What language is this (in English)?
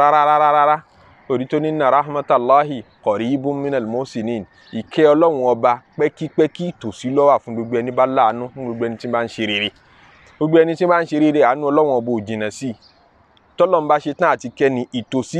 Yoruba